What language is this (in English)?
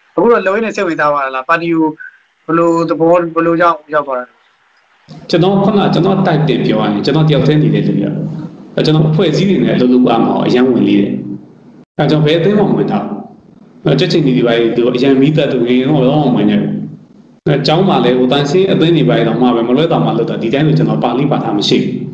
Burmese